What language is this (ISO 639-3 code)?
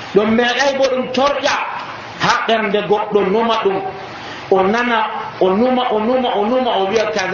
fuv